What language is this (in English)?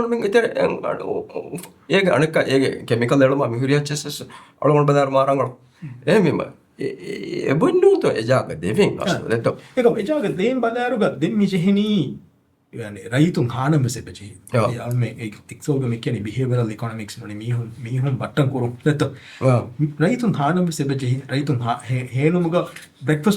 Divehi